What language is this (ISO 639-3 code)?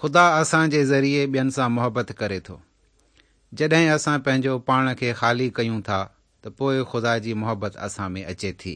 snd